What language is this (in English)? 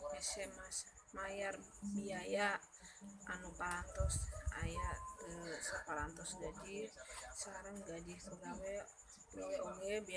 Sundanese